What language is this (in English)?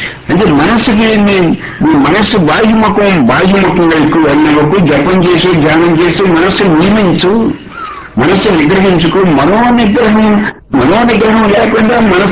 Telugu